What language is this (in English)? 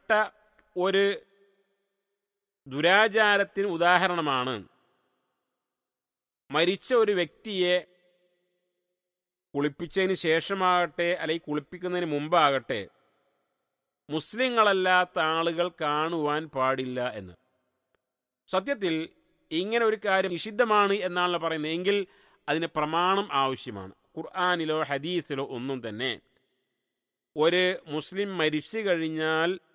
Malayalam